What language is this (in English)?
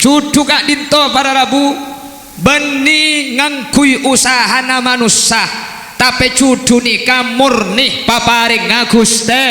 Madurese